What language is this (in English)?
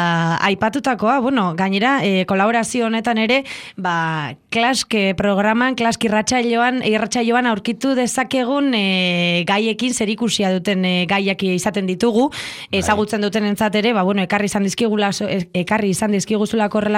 Basque